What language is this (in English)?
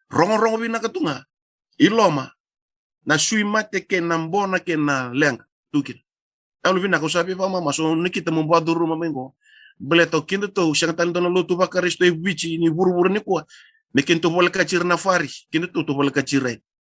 Fijian